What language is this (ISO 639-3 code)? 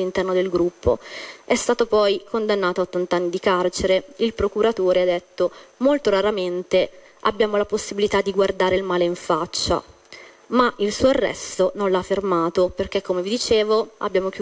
ita